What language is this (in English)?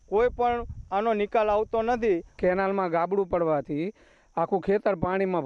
Gujarati